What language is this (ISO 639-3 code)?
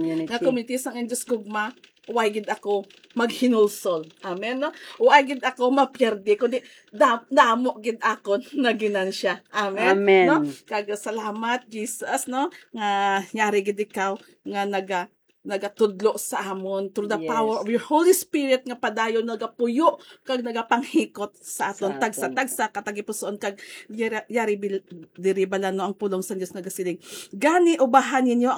hil